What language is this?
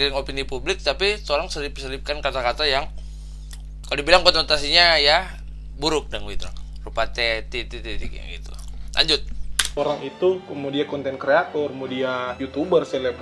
Manado Malay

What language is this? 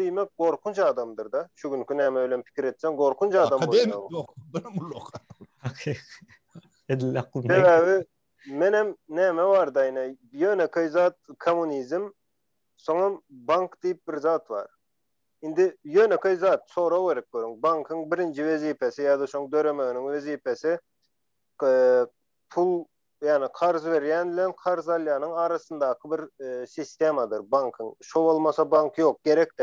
Turkmen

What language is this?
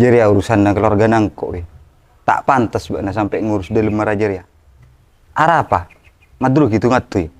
Madurese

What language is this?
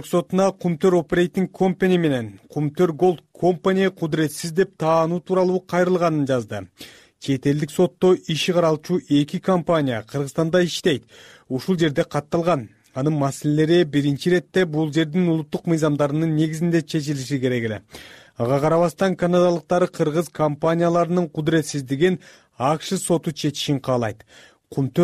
Kyrgyz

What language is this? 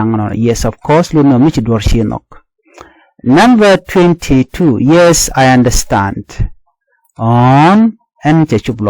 Nuer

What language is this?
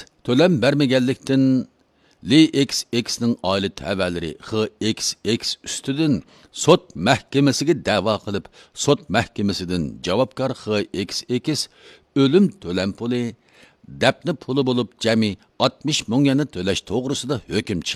Uyghur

